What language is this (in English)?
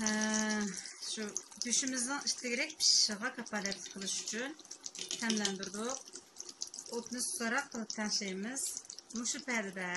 Uyghur